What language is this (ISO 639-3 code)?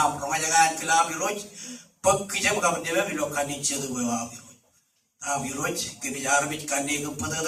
mah